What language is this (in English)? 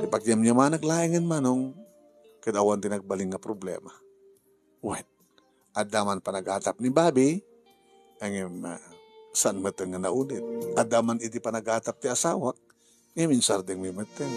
Iloko